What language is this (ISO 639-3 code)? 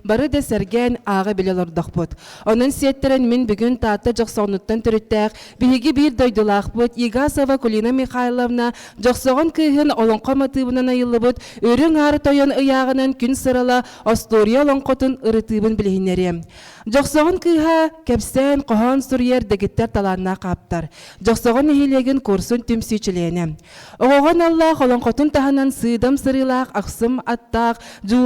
sah